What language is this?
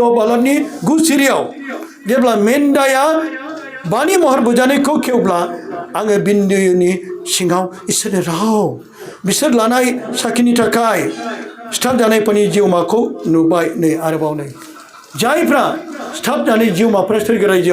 Bodo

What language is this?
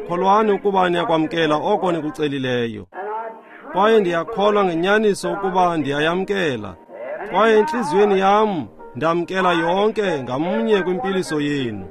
Xhosa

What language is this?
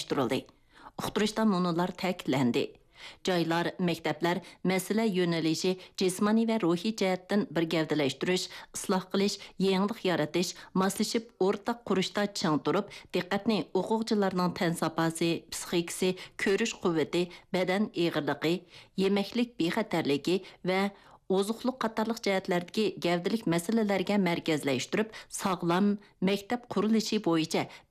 Uyghur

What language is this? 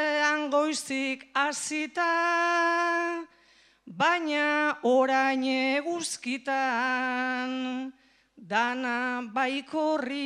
Basque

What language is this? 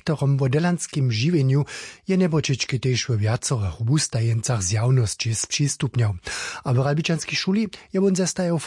Upper Sorbian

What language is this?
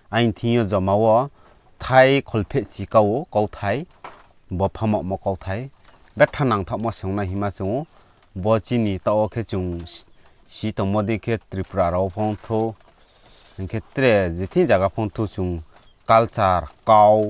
Riang (India)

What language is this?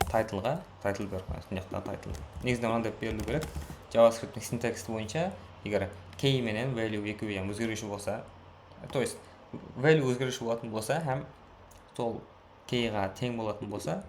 Kara-Kalpak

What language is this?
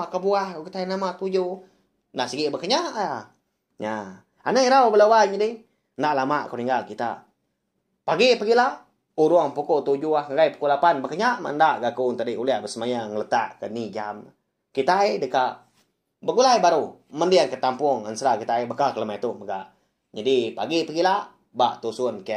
Iban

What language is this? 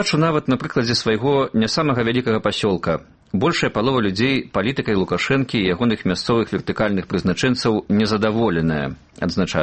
Belarusian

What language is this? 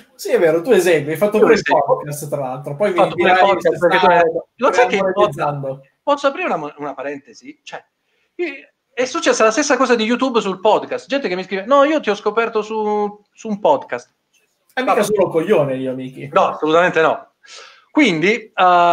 Italian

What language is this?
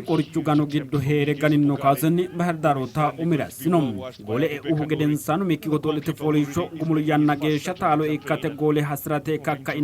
Sidamo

